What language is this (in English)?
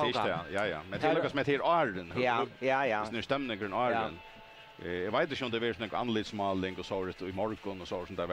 Faroese